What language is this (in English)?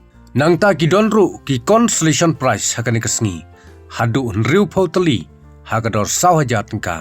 Khasi